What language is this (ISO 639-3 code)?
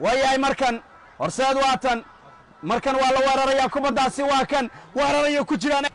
som